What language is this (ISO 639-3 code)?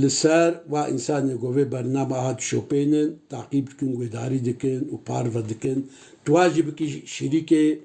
kur